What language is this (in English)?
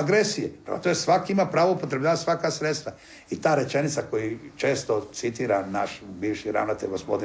Croatian